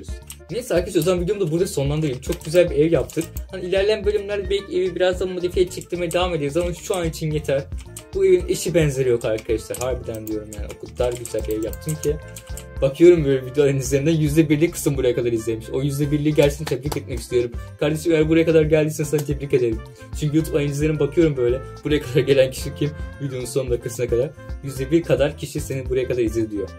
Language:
Turkish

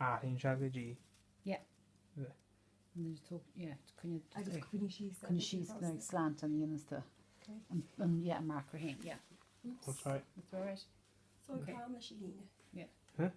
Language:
Irish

